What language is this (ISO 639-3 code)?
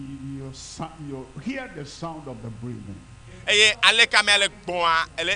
ewe